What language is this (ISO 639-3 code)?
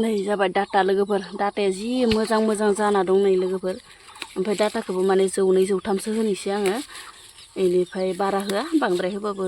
brx